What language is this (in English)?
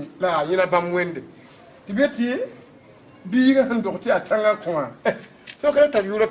Mossi